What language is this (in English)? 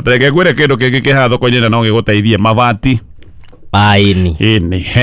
Kikuyu